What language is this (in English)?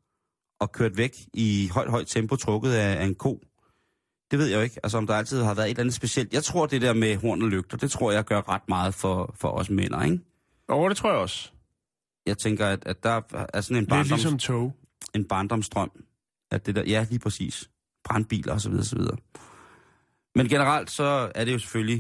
Danish